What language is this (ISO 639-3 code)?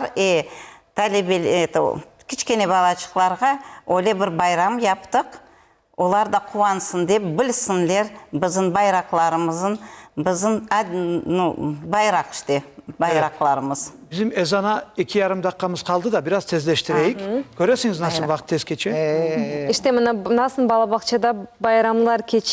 crh